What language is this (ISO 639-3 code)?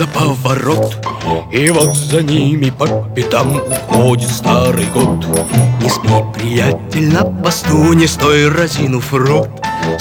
rus